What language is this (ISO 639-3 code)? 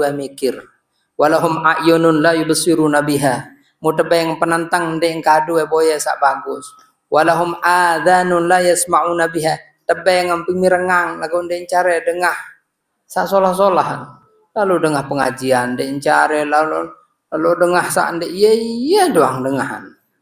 sas